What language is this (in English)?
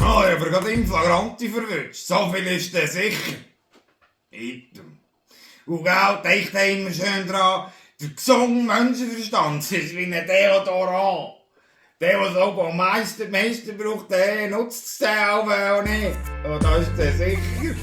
Swiss German